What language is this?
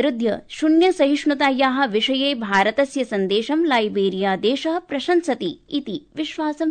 Sanskrit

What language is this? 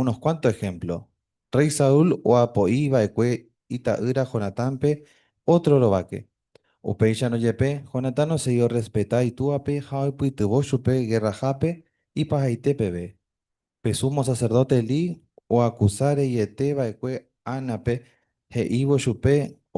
Guarani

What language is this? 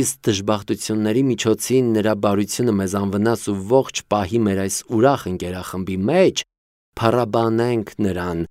Armenian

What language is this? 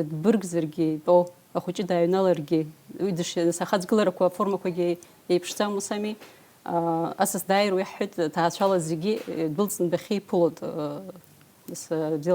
Abkhazian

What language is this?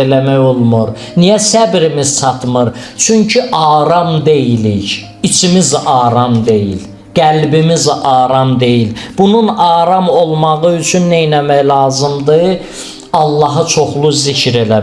Azerbaijani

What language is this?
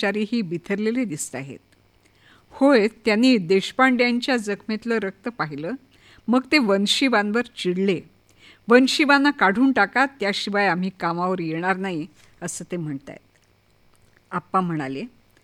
Marathi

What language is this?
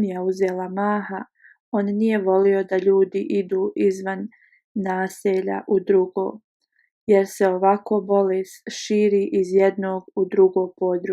Bosnian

